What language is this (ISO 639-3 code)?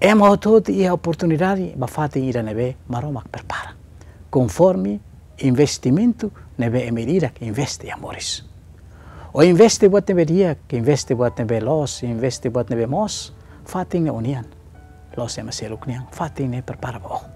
tet